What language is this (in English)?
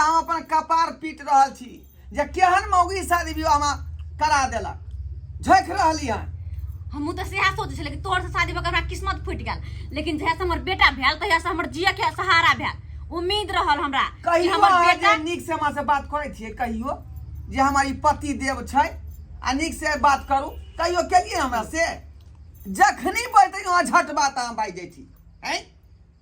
Maithili